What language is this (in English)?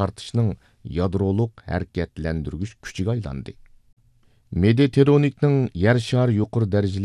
Uyghur